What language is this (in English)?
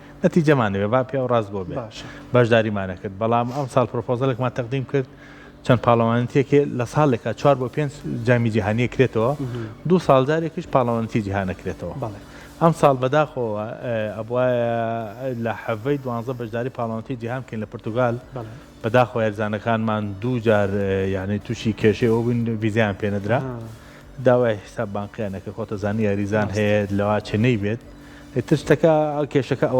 Central Kurdish